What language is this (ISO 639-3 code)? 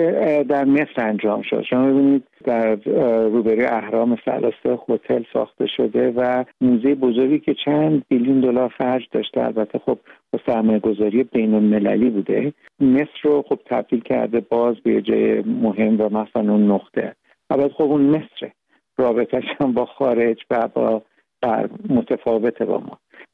fas